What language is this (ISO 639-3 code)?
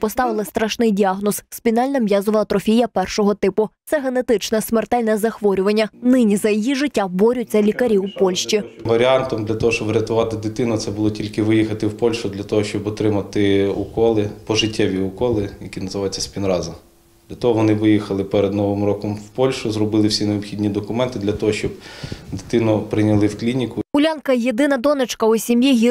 ukr